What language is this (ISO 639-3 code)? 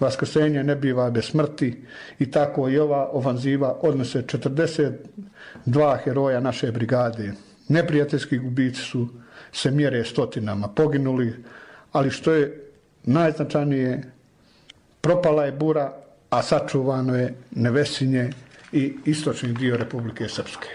bos